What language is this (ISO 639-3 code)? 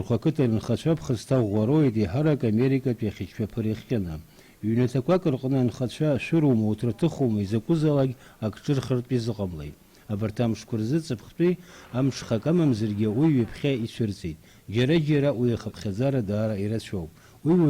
abk